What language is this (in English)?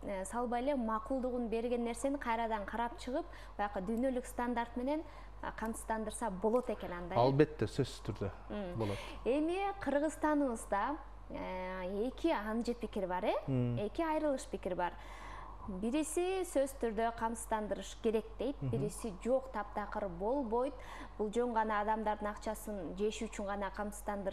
Kyrgyz